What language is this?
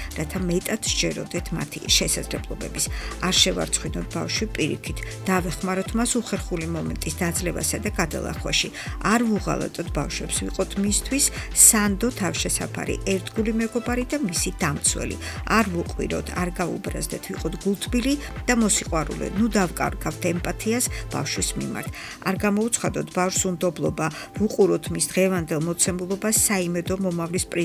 Georgian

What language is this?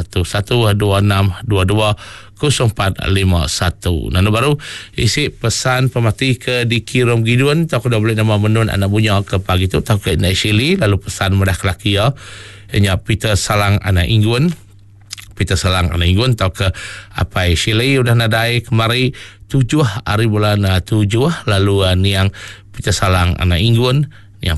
Iban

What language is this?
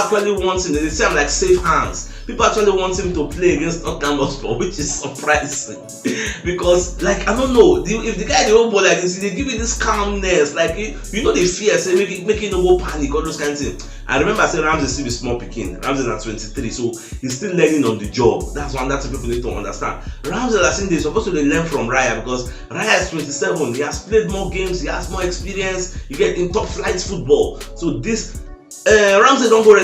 Nigerian Pidgin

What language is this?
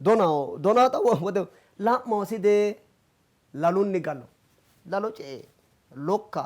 Sidamo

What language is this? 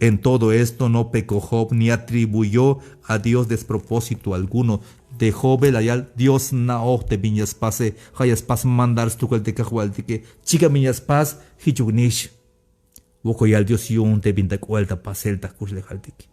Tzeltal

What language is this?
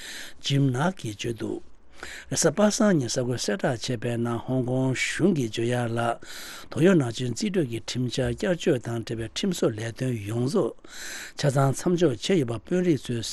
Tibetan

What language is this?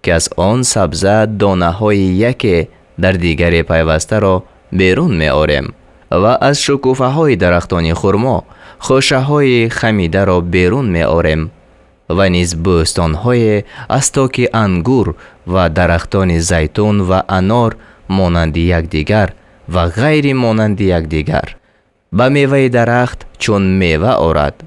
Tajik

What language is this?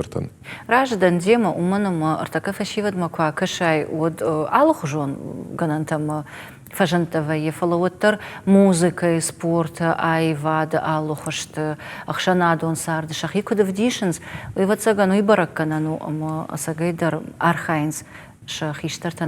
Ossetic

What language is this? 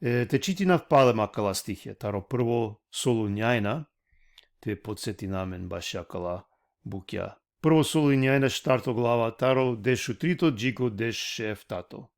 Balkan Romani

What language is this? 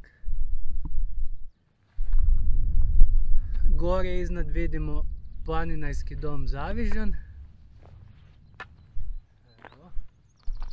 Croatian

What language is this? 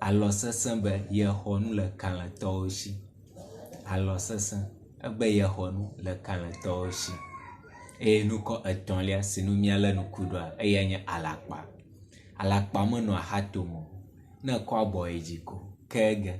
Ewe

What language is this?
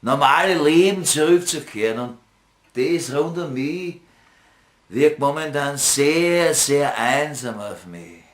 Bavarian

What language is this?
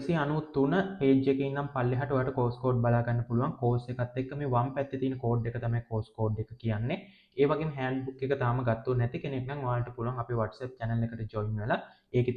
Sinhala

